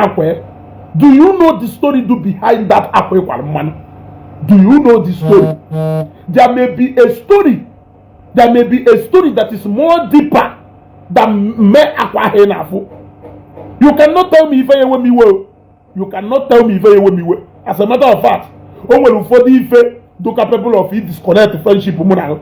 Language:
Igbo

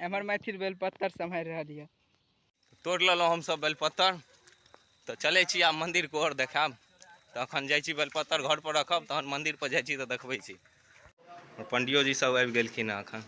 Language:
Maithili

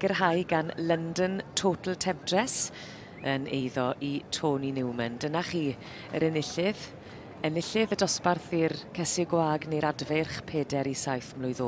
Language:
Welsh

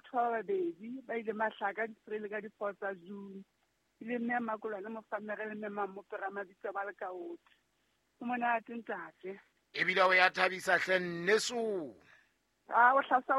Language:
Southern Sotho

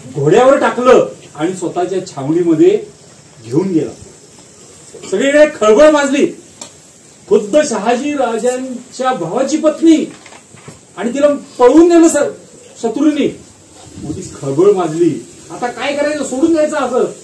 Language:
Marathi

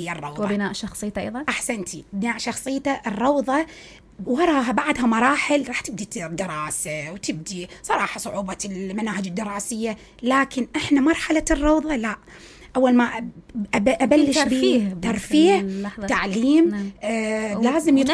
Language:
Mesopotamian Arabic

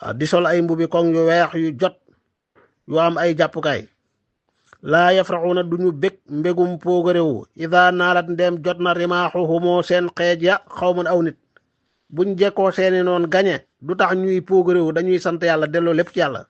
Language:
Wolof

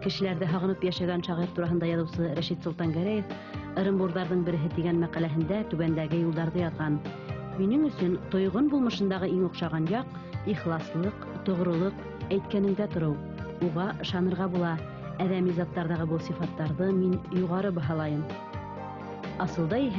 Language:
Bashkir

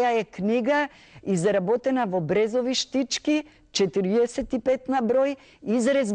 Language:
Macedonian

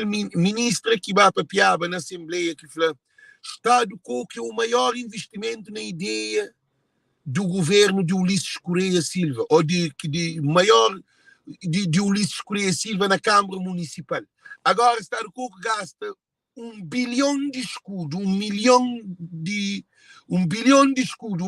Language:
Kabuverdianu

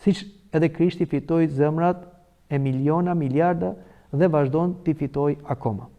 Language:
Albanian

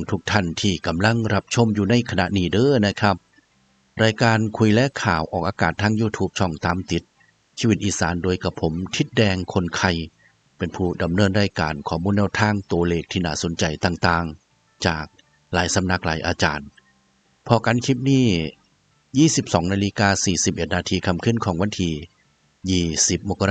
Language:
Northeastern Thai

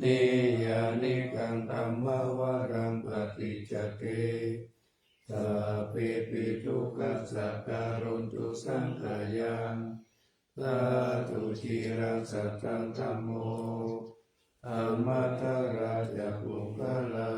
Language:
Pali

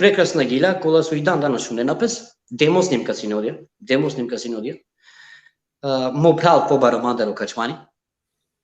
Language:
Balkan Romani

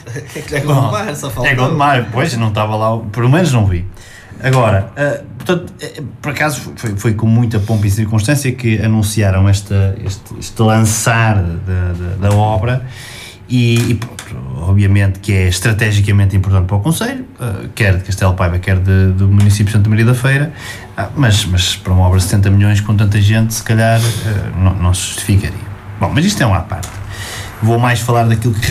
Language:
Portuguese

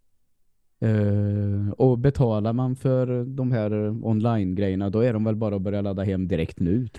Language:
Swedish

